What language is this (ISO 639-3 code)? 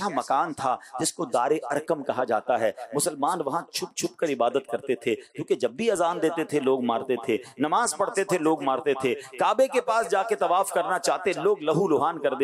hin